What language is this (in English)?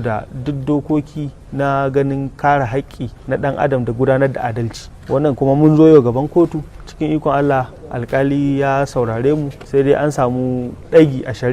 Hausa